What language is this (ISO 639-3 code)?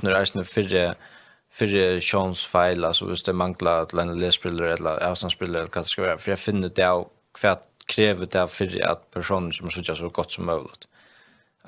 fao